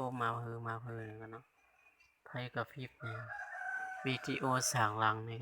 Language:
Shan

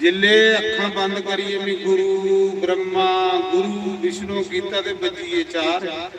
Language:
Dogri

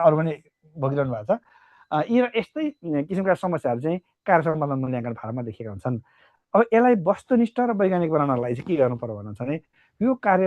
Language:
Nepali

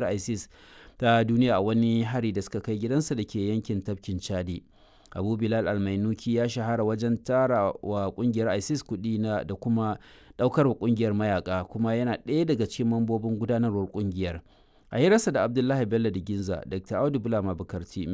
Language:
Hausa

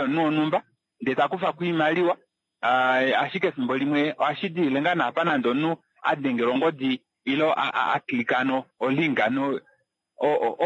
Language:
Kuanyama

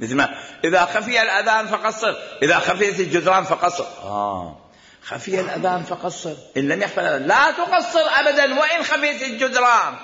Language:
Mesopotamian Arabic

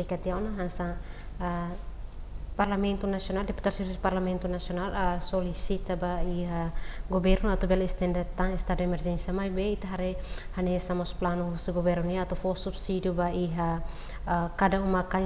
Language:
Tetum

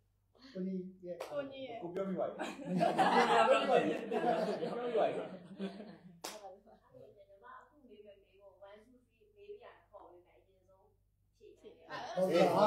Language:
Burmese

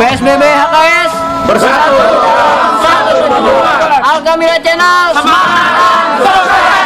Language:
Betawi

